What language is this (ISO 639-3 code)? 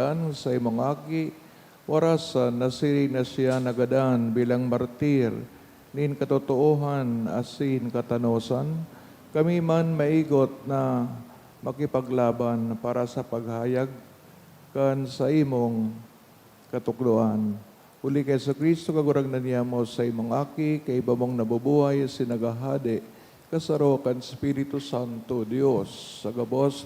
bik